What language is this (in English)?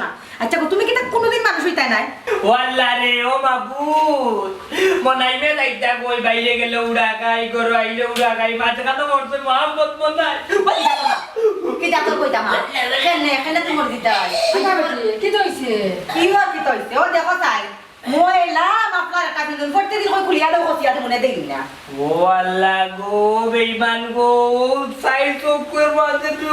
Sylheti